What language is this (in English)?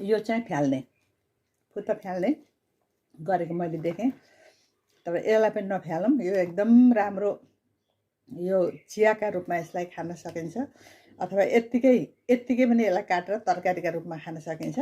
Nepali